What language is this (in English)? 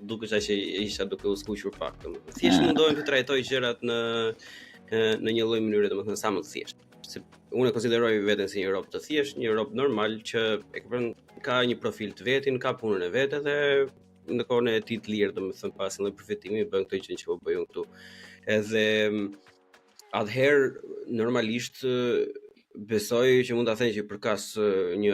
Albanian